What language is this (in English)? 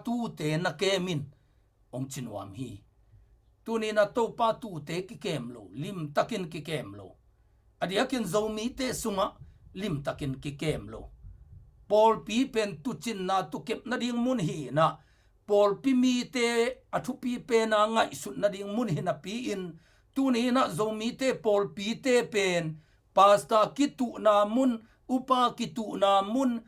Tedim Chin